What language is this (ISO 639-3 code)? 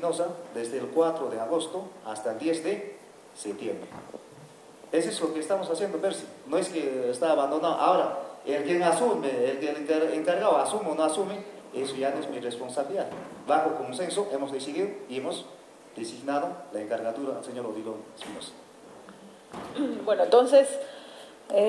spa